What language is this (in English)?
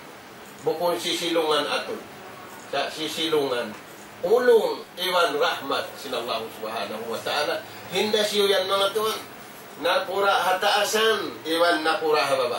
Tausug